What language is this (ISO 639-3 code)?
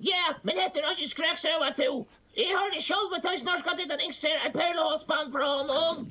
fao